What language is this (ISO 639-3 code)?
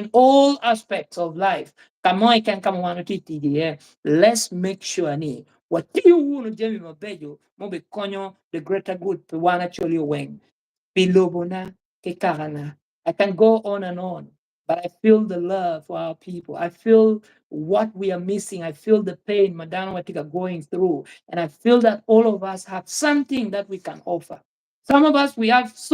ach